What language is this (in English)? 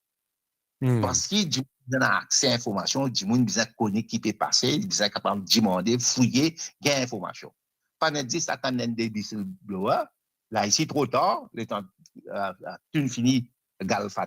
Morisyen